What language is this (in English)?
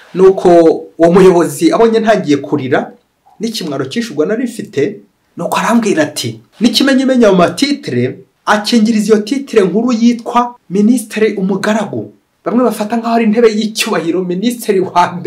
Kinyarwanda